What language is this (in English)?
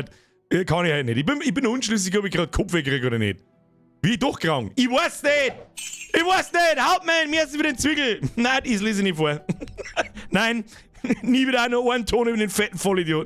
Bavarian